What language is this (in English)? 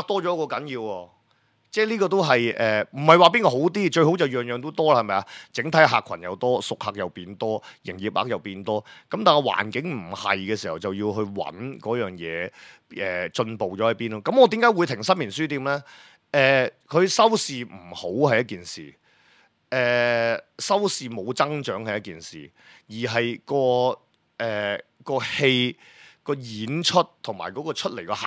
Cantonese